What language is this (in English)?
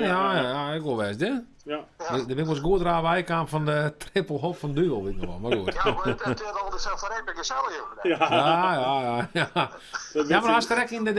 Western Frisian